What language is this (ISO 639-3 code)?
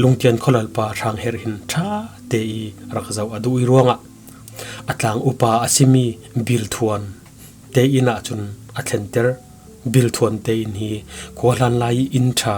cfm